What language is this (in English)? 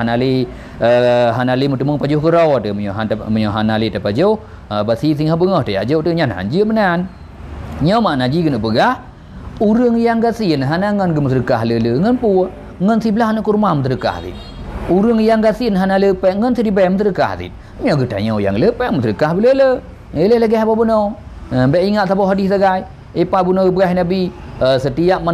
Achinese